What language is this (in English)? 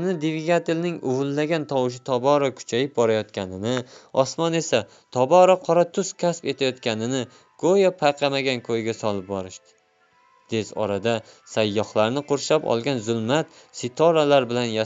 Uzbek